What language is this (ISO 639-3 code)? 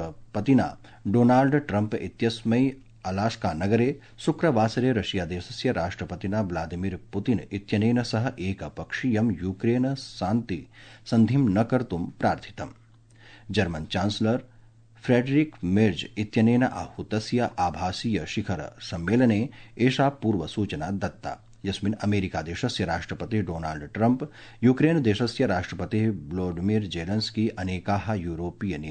san